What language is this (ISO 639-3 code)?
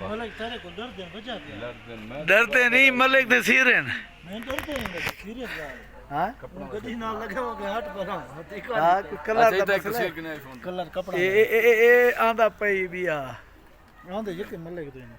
skr